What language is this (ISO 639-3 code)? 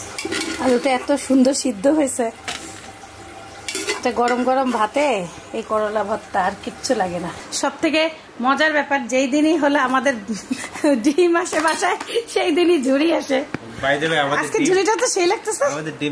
ben